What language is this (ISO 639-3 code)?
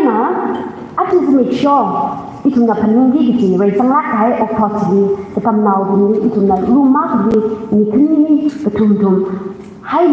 nmf